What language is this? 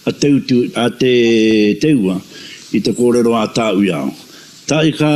Māori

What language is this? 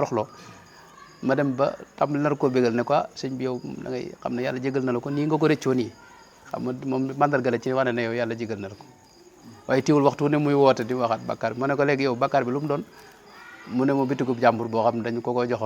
Wolof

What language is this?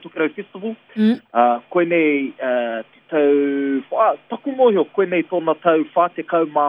Māori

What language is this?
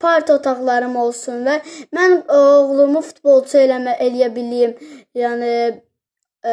Azerbaijani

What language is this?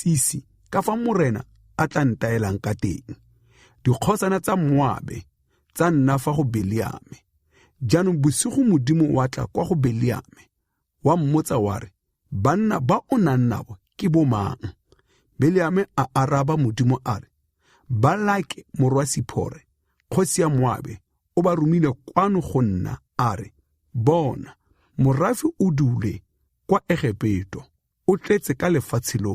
Tswana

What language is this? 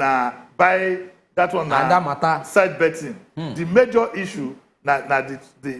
Nigerian Pidgin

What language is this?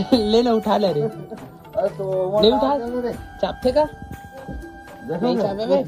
Chhattisgarhi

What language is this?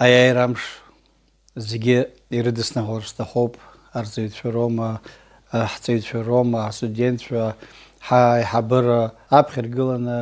Abkhazian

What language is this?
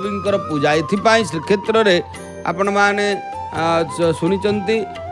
Odia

